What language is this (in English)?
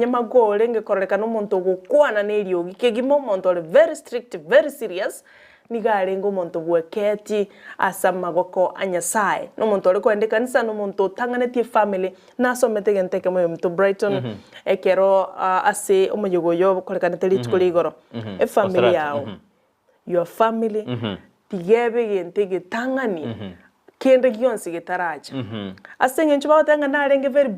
Gusii